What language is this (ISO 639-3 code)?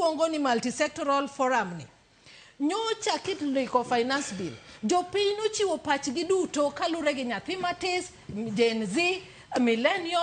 luo